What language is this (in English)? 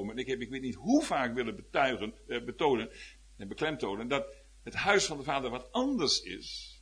Dutch